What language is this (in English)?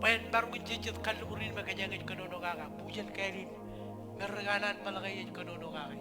Marshallese